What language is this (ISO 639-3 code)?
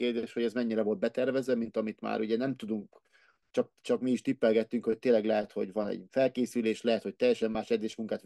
hun